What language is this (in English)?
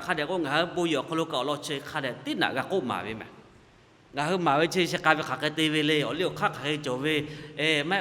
Lahu